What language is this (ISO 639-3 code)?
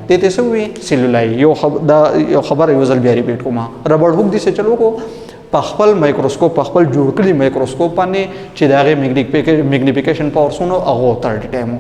pus